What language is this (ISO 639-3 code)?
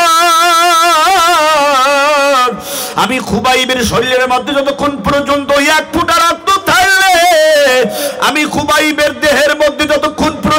ben